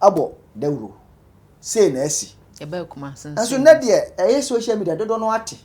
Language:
Akan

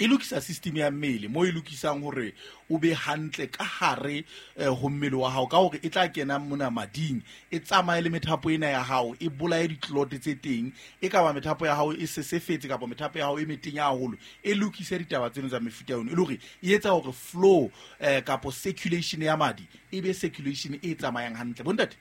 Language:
Southern Sotho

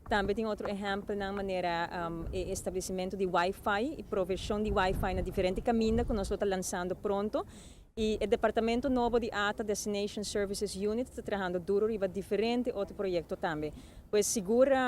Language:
Papiamento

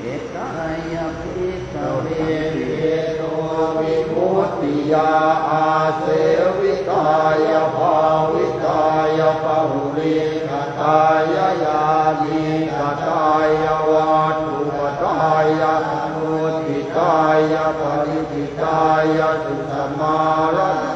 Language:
Pali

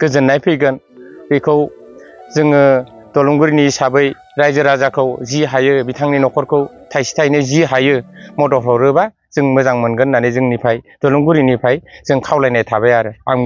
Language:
Bodo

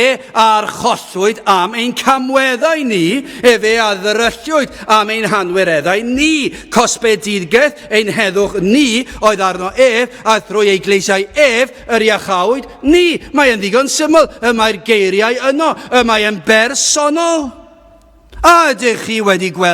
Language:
Welsh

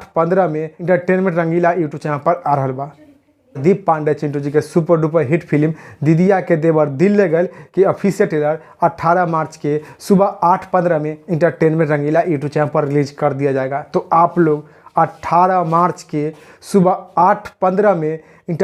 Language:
Bhojpuri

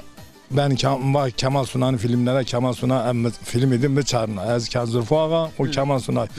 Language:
Zaza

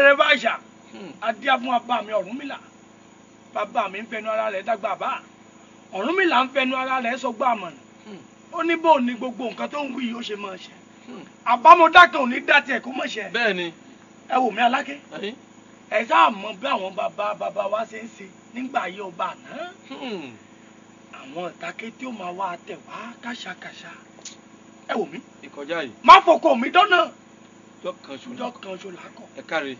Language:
Yoruba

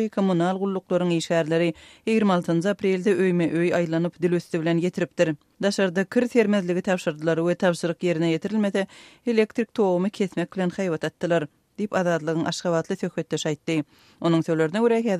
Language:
Turkmen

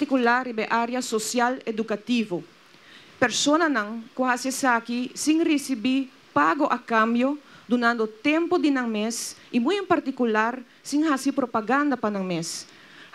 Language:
Papiamento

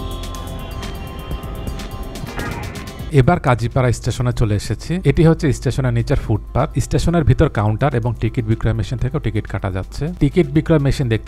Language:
Bangla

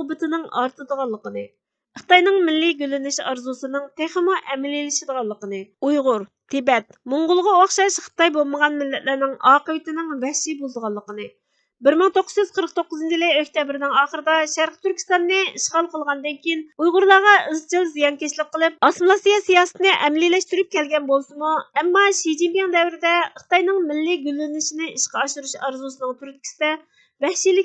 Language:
Uyghur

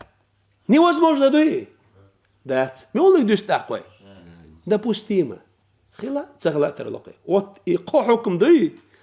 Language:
Chechen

